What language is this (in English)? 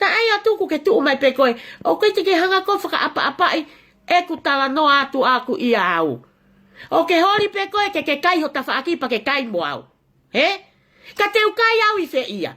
Tongan